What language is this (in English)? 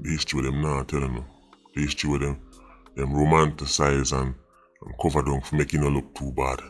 Jamaican Creole English